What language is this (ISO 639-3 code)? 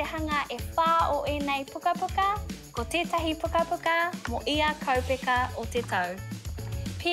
mri